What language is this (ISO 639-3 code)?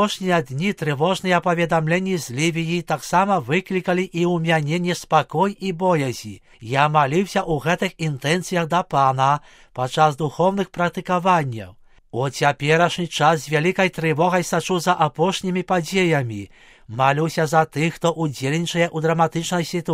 bel